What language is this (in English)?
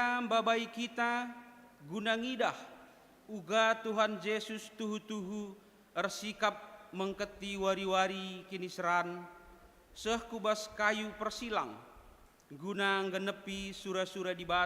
Batak Karo